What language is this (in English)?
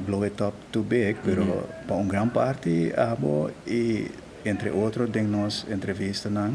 Papiamento